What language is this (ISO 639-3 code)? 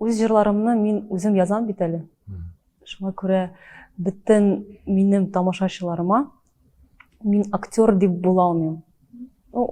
tat